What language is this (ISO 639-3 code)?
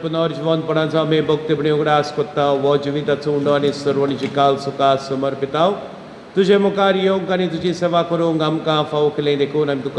kok